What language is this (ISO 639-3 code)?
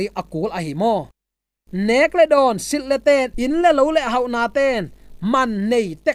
ctd